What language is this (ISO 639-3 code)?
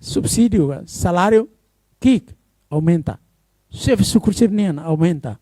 tet